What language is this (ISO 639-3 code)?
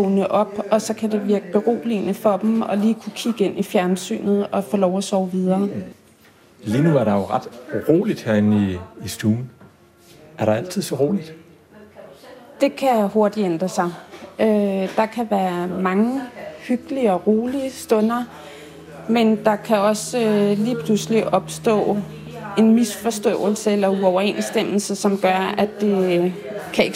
dan